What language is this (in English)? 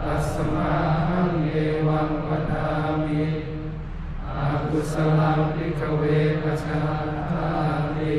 Pali